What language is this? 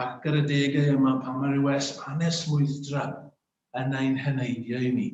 Welsh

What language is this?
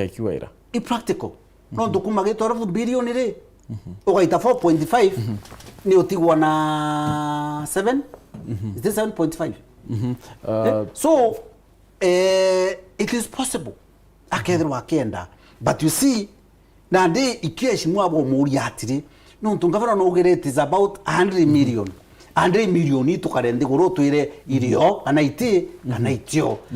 Meru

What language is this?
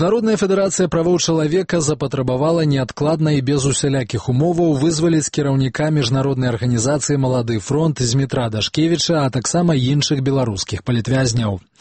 Belarusian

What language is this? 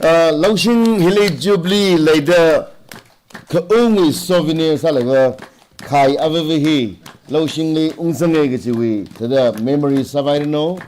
Tangkhul Naga (India)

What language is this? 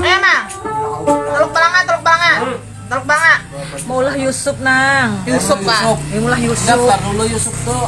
Banjar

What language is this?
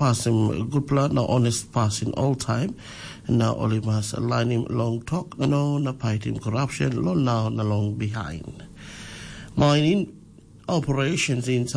Tok Pisin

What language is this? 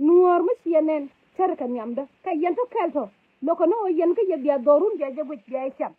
Nuer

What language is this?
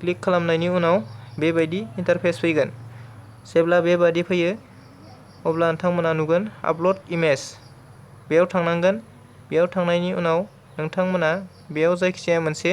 Bodo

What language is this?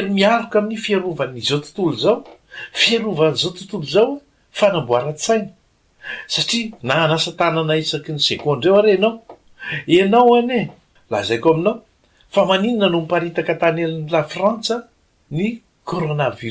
Malagasy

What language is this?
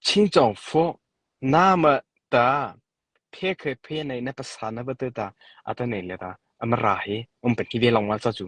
Mara Chin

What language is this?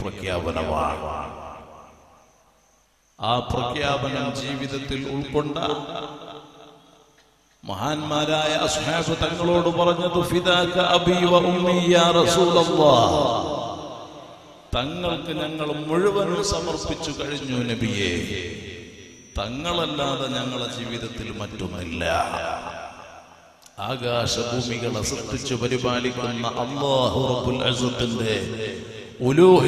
Malayalam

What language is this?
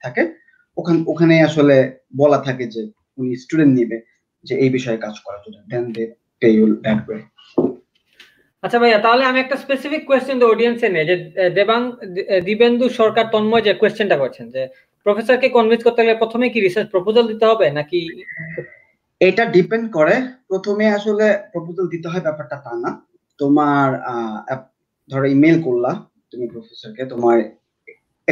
Bangla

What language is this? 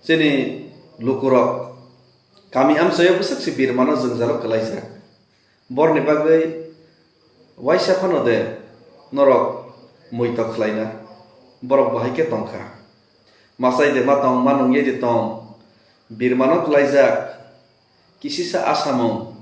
Kok Borok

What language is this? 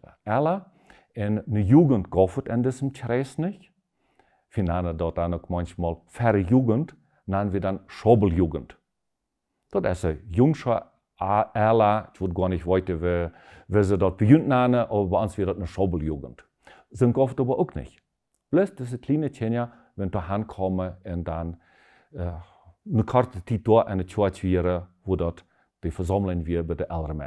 Plautdietsch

